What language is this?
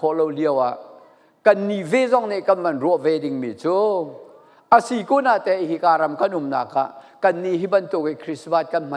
Falam Chin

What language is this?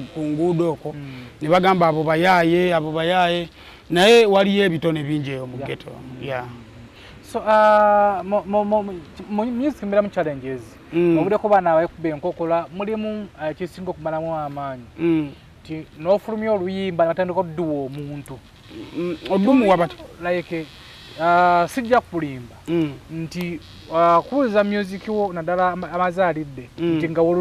Ganda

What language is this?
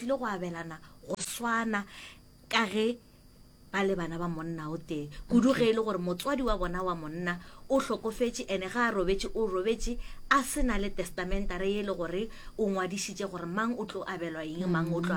Northern Sotho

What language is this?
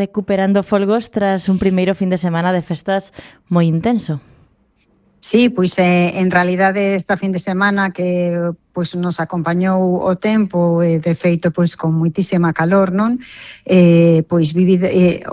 Galician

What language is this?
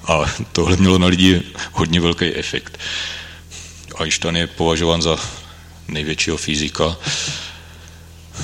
Czech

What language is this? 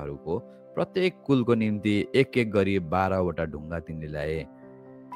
Nepali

